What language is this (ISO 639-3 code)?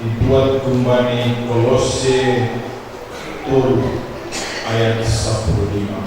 bts